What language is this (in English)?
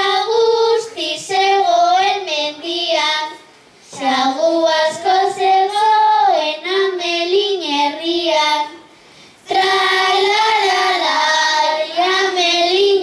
Basque